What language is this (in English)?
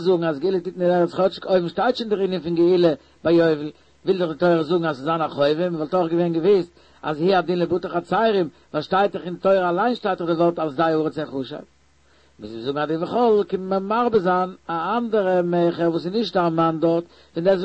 Yiddish